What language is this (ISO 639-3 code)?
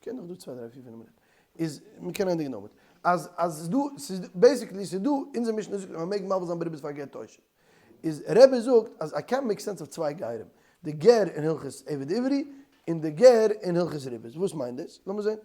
yid